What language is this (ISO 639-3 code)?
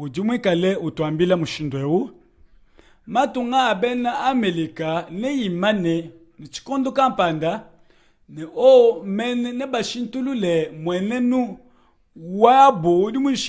lua